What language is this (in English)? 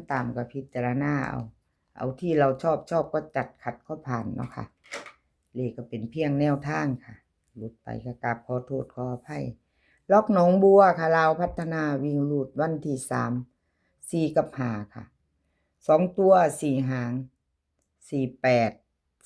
Northeastern Thai